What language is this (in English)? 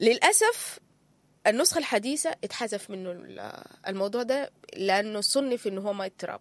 Sudanese Arabic